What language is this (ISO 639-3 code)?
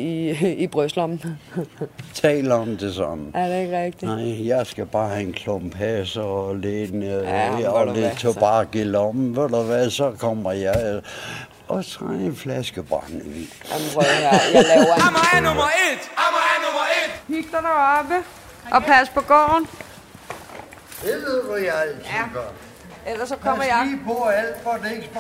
dan